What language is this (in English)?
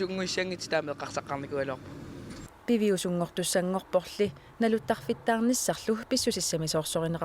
Kalaallisut